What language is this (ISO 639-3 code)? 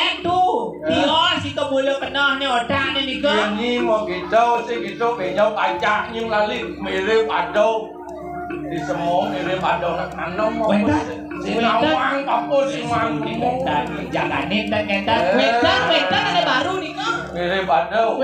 ban